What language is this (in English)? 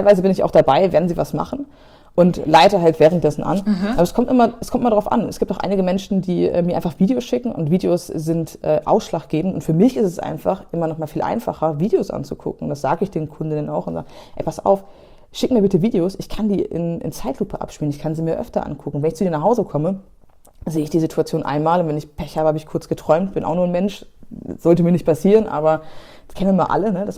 German